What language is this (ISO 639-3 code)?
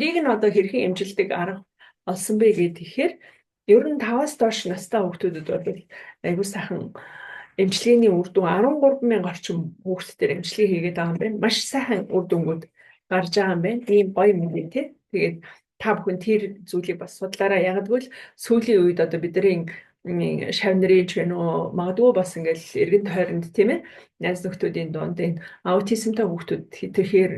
mon